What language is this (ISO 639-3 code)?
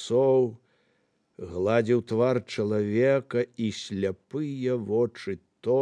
bel